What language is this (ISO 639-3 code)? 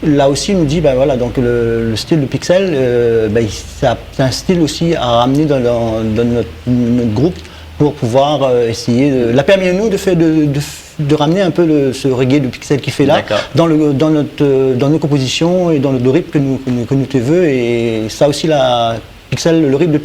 rcf